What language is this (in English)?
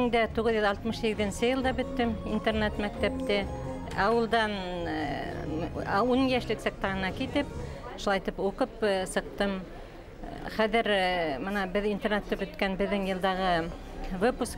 Bashkir